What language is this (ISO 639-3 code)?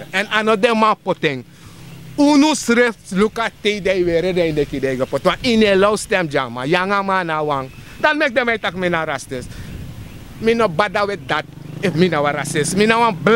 srn